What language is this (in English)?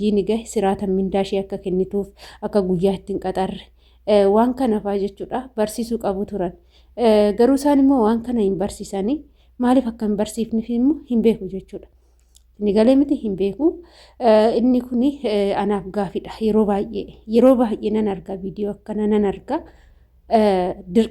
Oromo